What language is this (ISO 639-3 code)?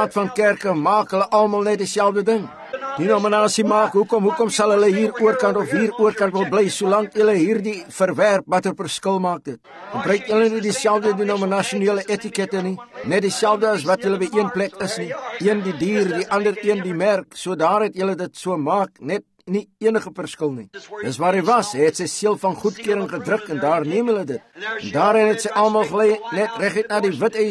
afr